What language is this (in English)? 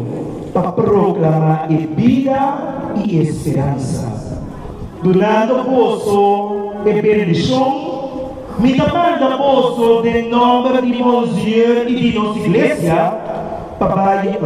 Papiamento